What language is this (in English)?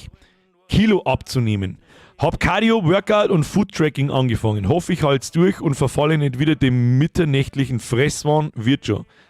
Bavarian